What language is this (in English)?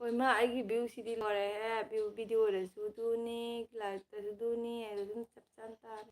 Manipuri